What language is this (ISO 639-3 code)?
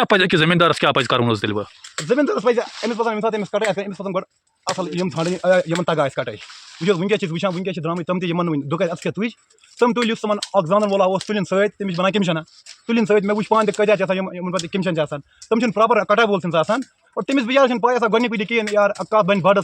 kas